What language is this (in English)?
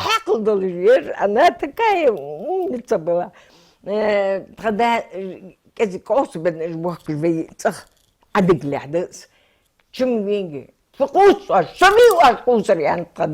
Ingush